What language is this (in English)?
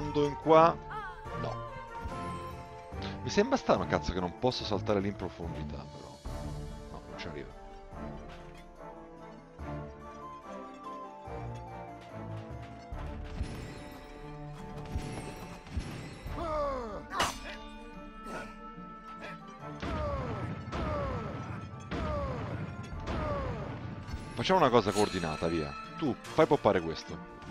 Italian